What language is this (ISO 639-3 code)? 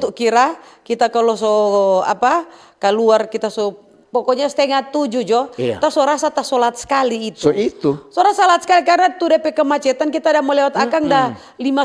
xmm